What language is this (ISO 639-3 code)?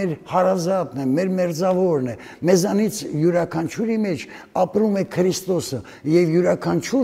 hye